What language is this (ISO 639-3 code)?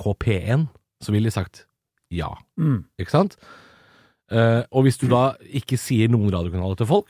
nor